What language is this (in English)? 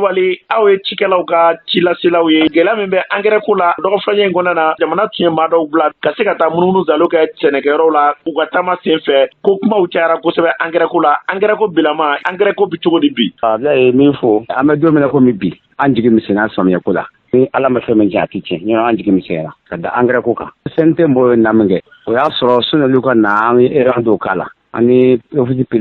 Bambara